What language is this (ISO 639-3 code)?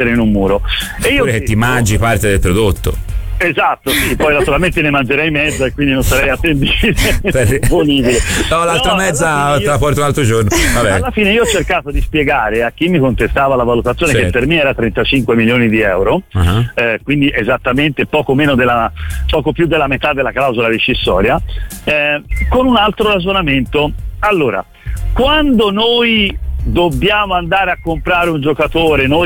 ita